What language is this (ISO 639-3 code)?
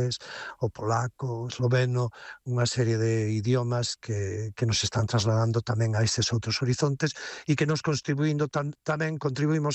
glg